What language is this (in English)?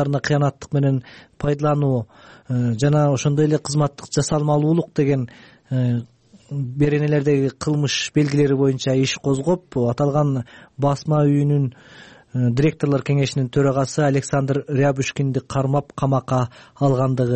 Kyrgyz